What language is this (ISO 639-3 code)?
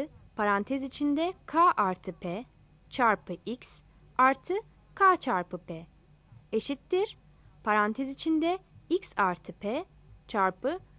tur